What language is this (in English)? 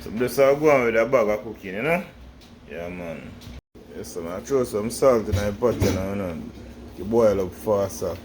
Jamaican Creole English